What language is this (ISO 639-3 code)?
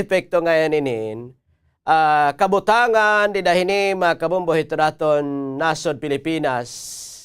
war